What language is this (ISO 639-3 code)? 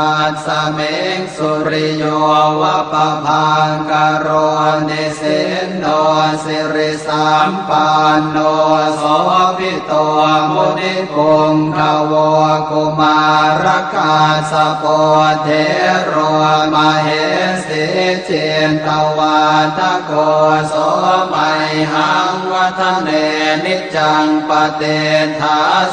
pli